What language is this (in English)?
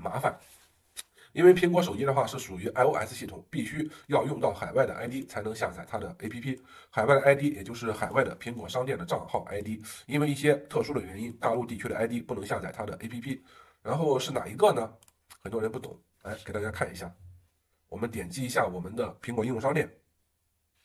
Chinese